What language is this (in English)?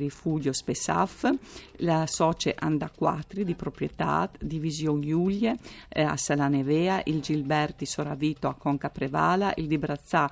Friulian